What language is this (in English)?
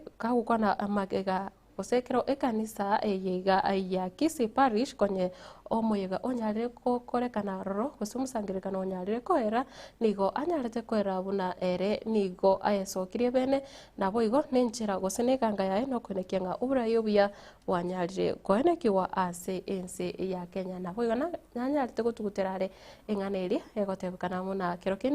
Gusii